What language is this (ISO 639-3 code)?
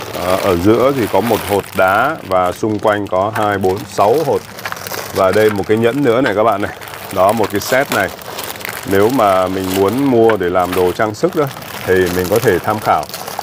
vie